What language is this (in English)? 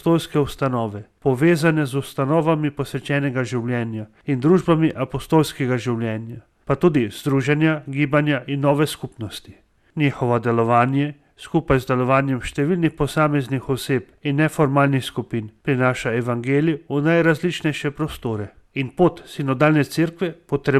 Slovenian